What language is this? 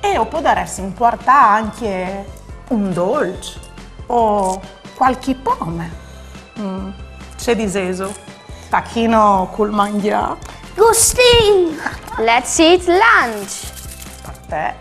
Friulian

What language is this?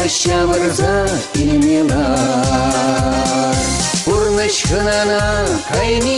Chuvash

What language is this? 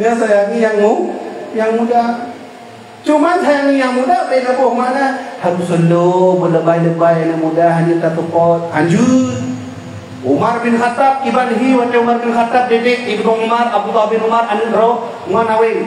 Achinese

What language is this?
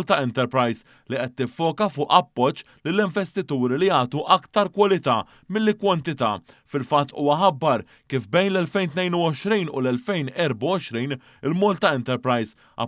Maltese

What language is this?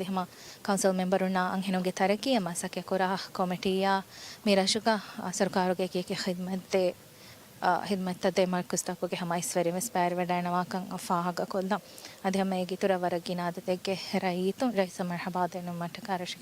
Divehi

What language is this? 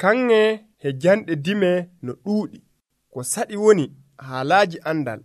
Nigerian Fulfulde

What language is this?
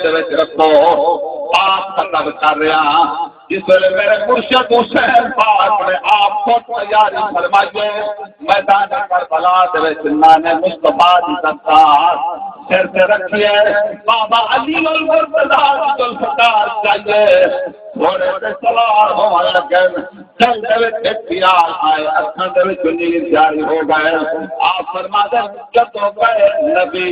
Saraiki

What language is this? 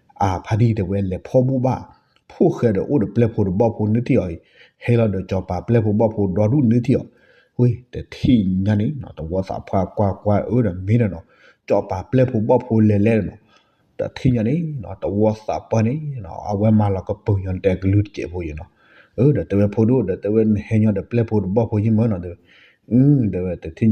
S'gaw Karen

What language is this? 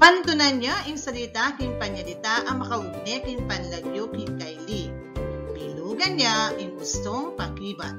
Pampanga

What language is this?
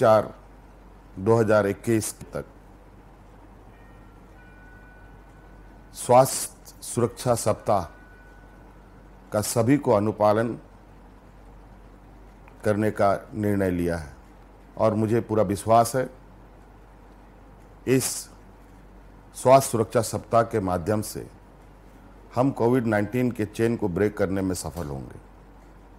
Hindi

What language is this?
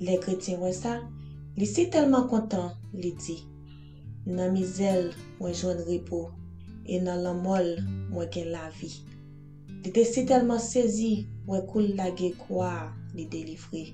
Haitian Creole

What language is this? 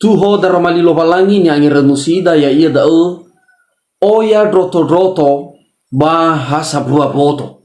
Nias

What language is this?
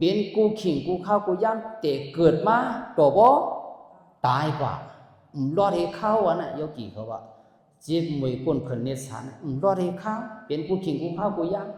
Shan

